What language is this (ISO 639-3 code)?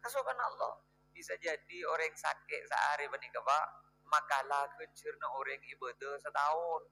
mad